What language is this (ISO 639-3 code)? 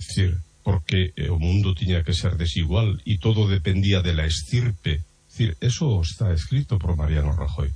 glg